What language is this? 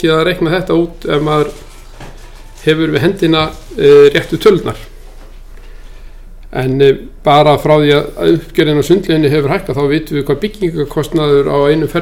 Icelandic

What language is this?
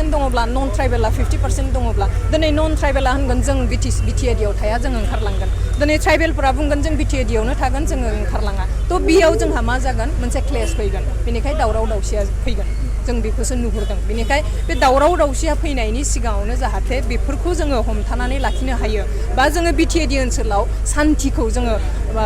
Bodo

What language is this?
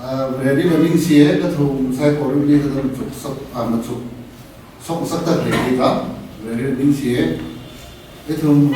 Tangkhul Naga (India)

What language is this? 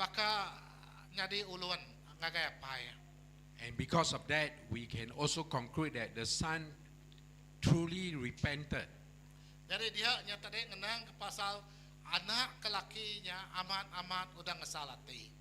Iban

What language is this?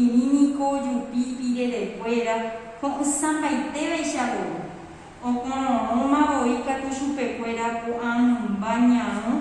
Guarani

